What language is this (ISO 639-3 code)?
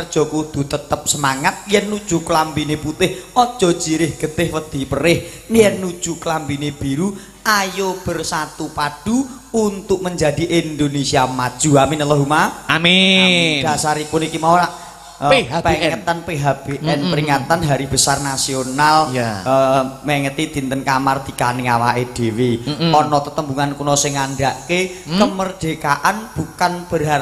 jav